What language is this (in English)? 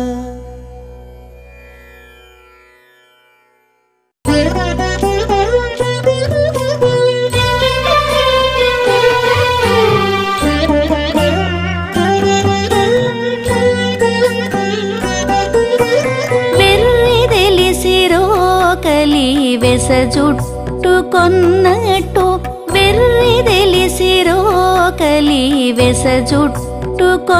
Telugu